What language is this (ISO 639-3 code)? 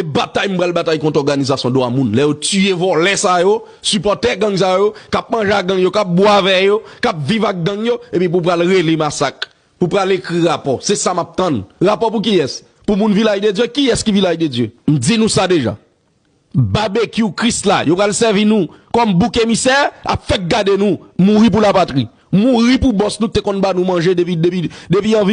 hat